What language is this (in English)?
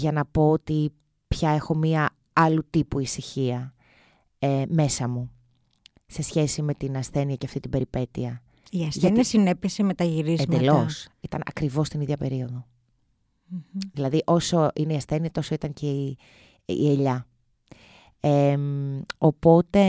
Greek